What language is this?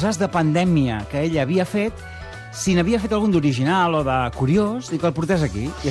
Catalan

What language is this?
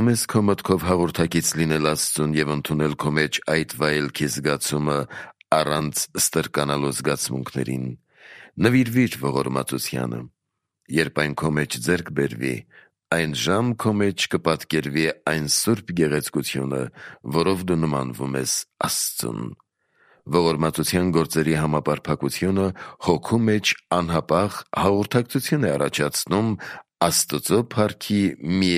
Armenian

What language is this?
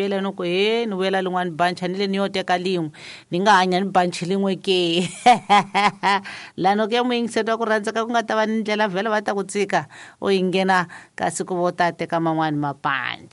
Tsonga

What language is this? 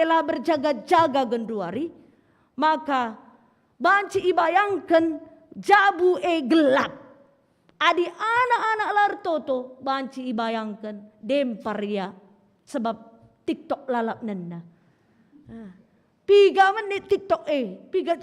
Batak Karo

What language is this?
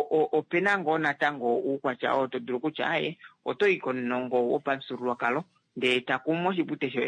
Kuanyama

